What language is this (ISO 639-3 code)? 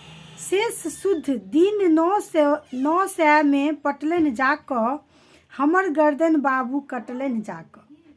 mai